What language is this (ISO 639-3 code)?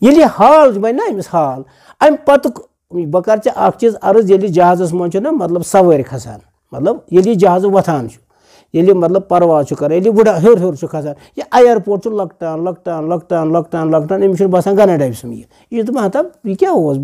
kas